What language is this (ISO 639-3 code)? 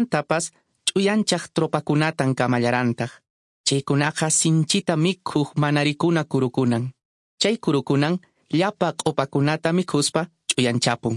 que